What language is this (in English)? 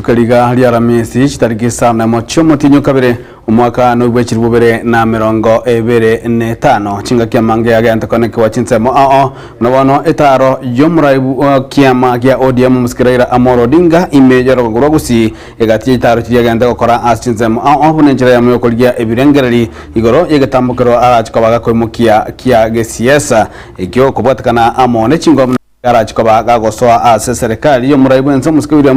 Gusii